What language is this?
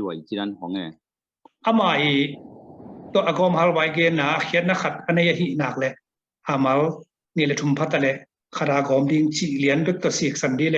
Tedim Chin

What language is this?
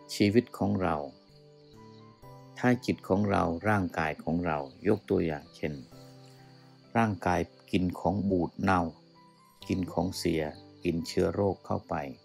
Thai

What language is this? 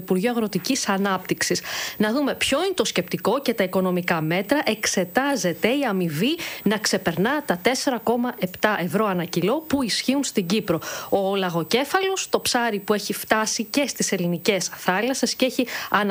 Greek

